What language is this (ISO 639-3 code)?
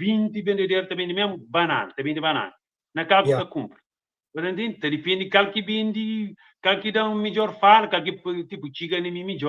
kea